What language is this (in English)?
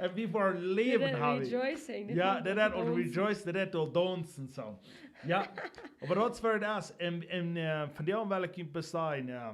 Plautdietsch